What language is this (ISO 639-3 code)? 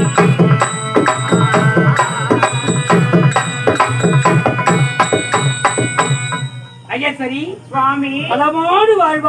tam